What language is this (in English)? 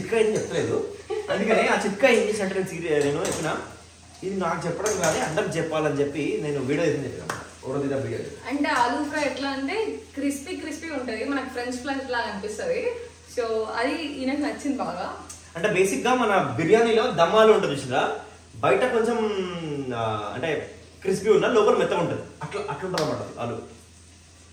Telugu